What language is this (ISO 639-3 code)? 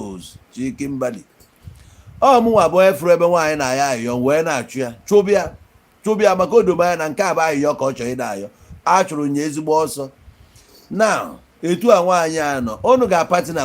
ibo